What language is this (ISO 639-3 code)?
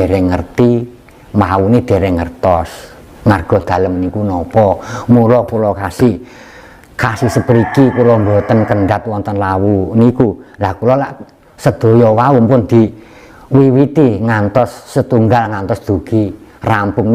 jav